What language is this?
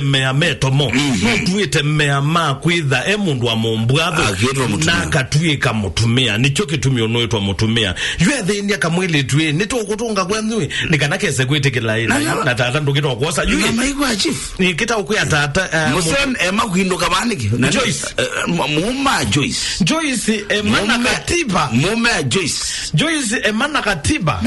Kamba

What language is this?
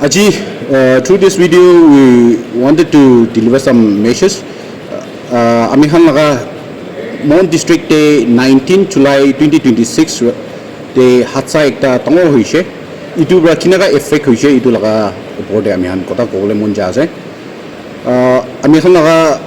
Naga Pidgin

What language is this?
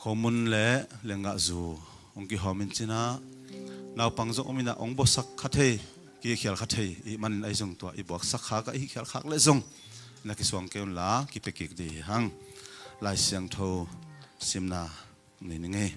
Tedim Chin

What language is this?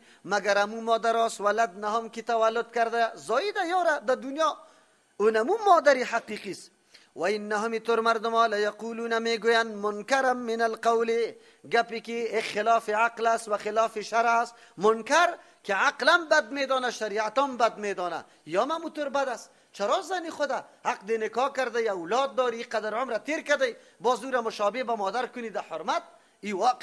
Persian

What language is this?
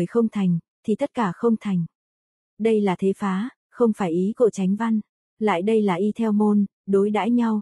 Vietnamese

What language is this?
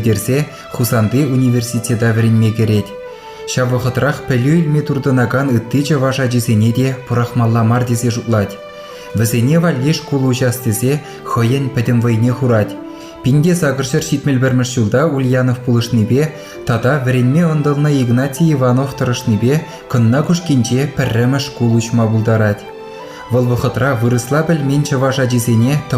Chuvash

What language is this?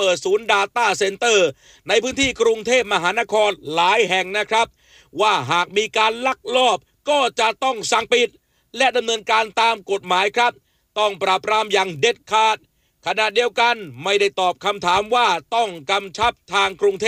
Thai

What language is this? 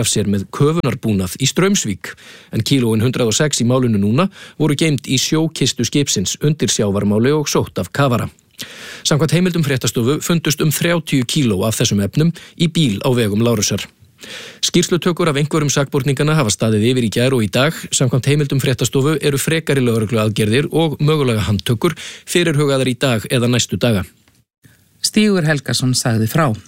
Icelandic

